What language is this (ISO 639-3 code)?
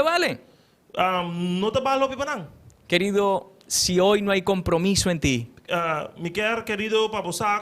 pap